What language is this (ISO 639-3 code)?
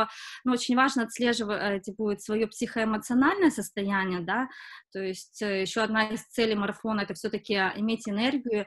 rus